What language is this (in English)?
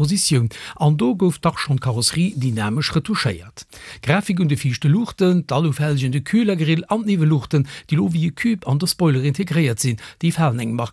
Luxembourgish